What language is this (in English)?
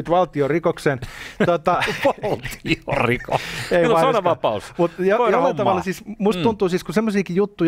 Finnish